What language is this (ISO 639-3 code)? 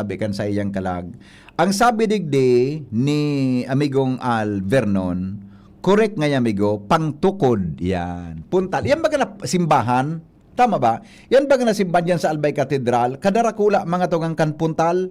bik